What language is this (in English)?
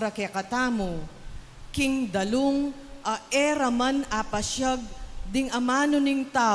Pampanga